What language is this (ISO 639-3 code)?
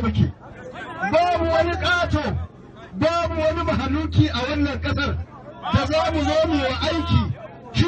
hau